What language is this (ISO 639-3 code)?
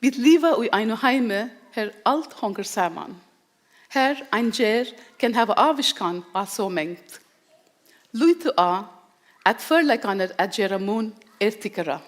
fao